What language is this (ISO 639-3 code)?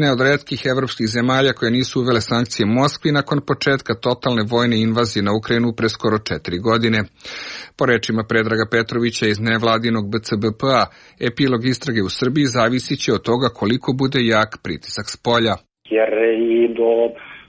srp